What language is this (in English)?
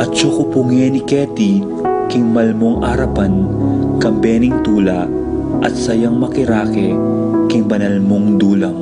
Pampanga